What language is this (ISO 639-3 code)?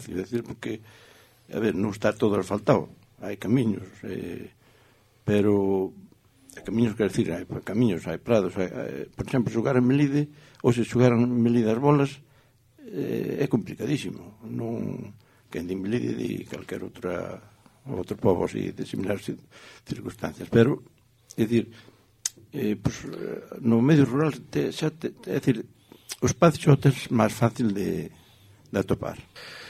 glg